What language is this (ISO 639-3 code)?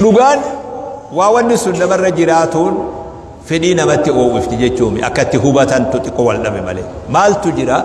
orm